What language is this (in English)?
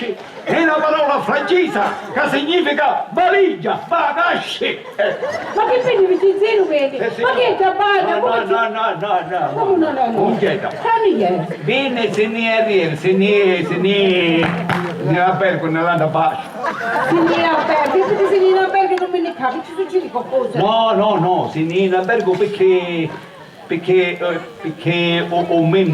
Sicilian